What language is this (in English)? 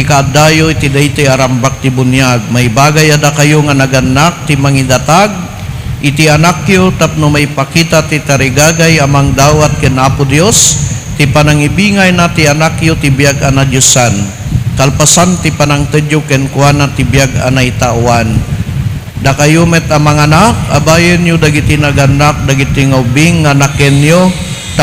Iloko